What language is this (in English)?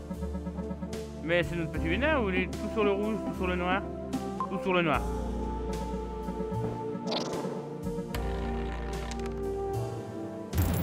French